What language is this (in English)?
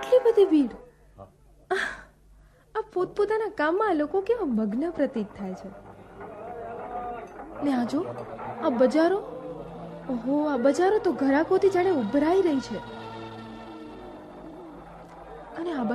Gujarati